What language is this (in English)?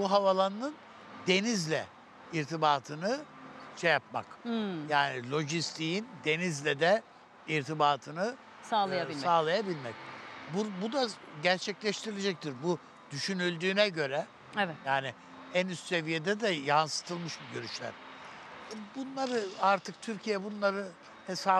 Turkish